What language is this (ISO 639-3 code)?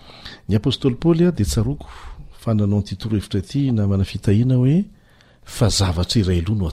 mlg